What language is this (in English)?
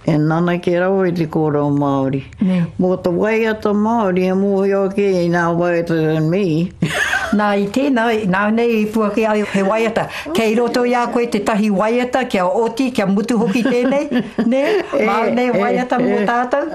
Māori